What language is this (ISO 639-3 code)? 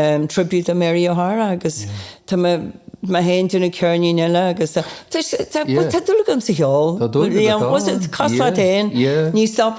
gle